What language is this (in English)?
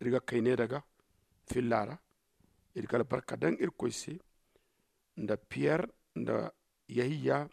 Zarma